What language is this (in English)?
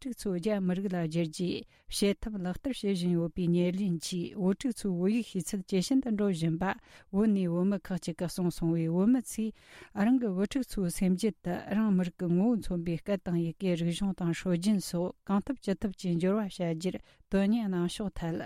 Tibetan